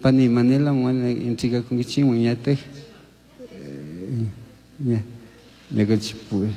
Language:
Chimborazo Highland Quichua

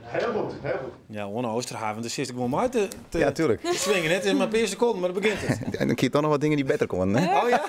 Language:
Western Frisian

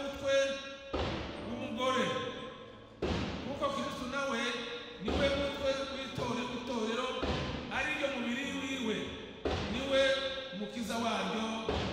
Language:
Rundi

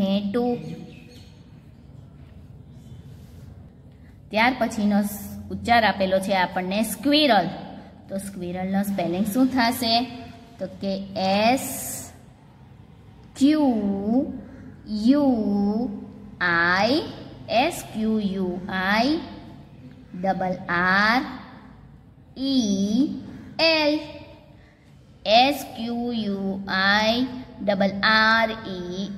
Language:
Gujarati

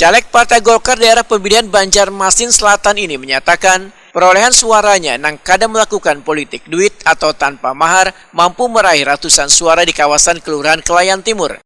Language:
Banjar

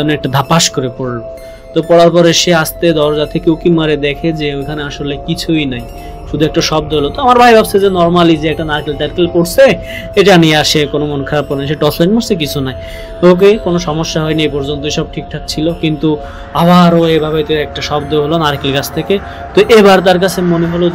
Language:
Bangla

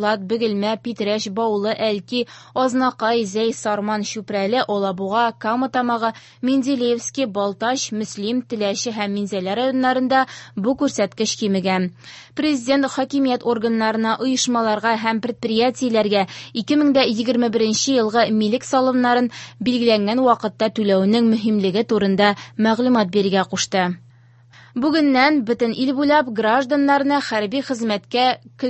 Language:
Tatar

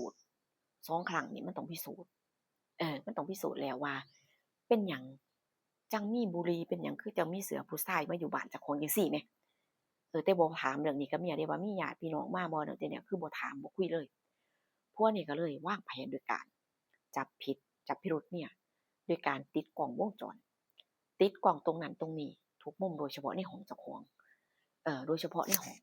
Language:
Northeastern Thai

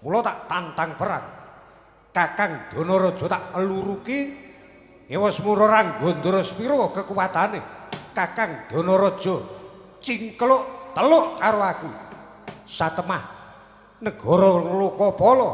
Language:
Javanese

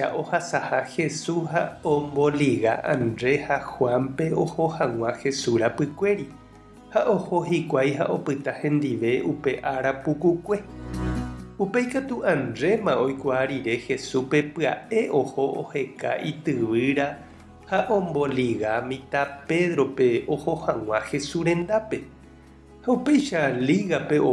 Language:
Guarani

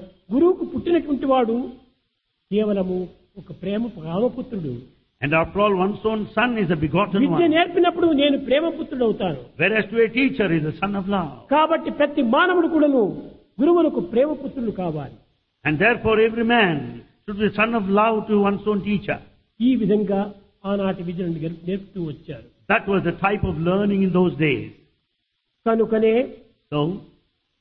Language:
Telugu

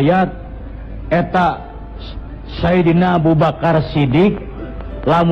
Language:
Sundanese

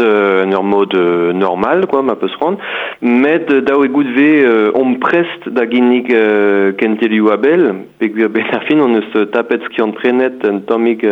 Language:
Breton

